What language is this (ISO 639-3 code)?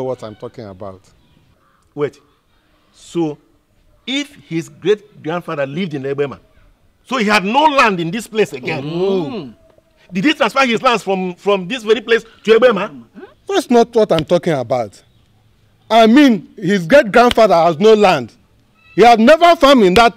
pcm